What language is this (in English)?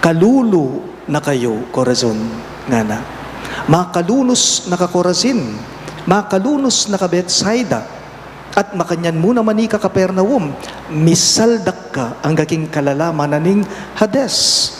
Pampanga